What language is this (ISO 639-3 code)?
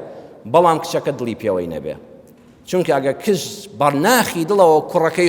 ckb